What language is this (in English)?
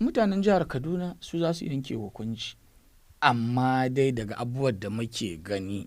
Hausa